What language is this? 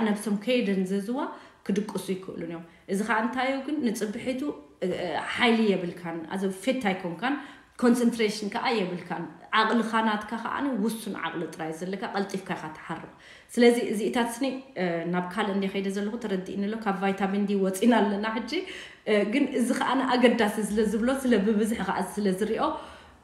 Tigrinya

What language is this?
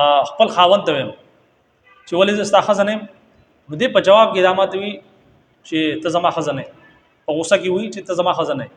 Pashto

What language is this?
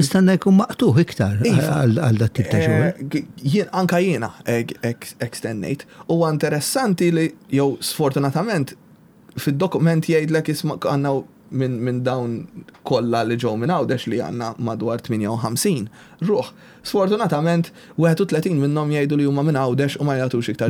Maltese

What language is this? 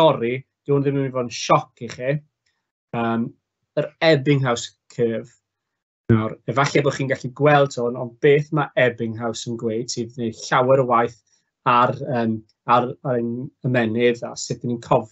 Welsh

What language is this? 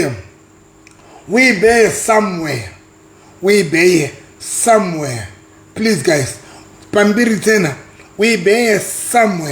Southern Sotho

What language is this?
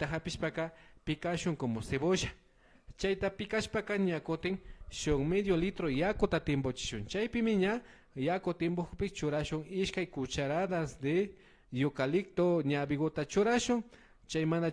Imbabura Highland Quichua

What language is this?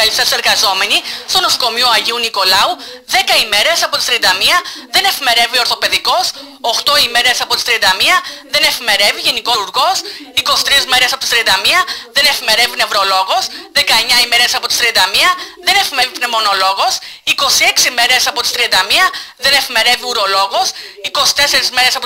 Greek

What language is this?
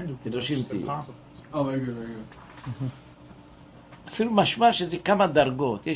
Hebrew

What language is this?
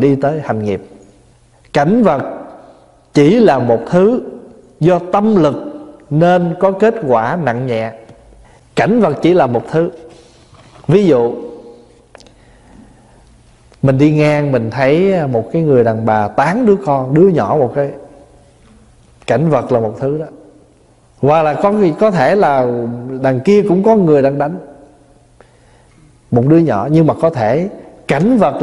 Vietnamese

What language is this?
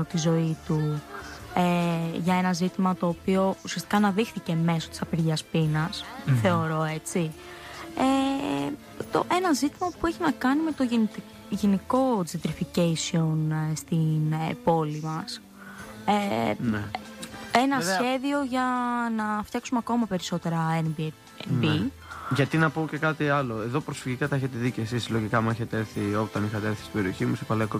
Greek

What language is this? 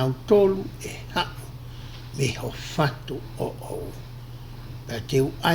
Tongan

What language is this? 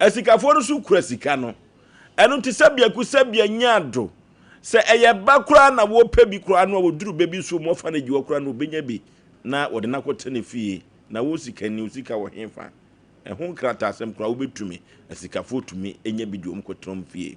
Akan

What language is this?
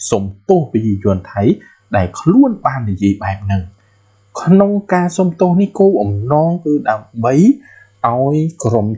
Khmer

